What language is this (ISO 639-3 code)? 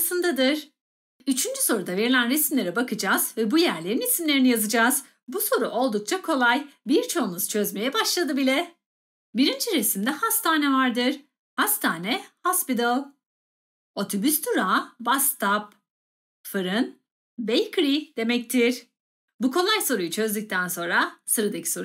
tur